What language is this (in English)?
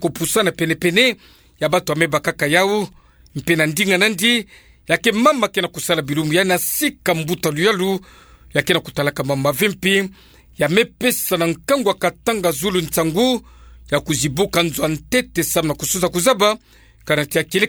Kituba (Democratic Republic of Congo)